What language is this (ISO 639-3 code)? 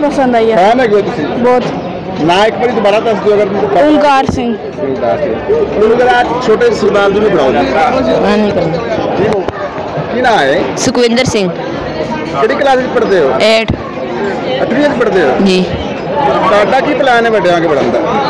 pan